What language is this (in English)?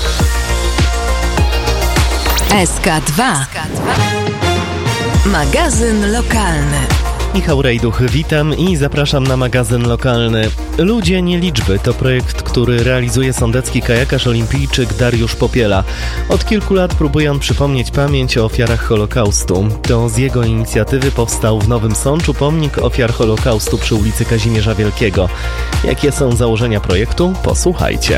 Polish